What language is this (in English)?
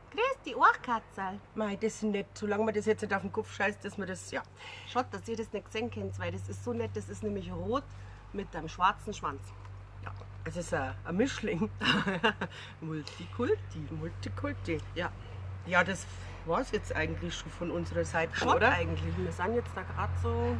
Bavarian